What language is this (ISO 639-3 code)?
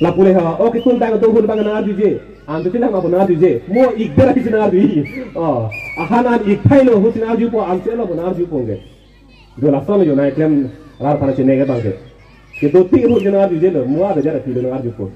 mjw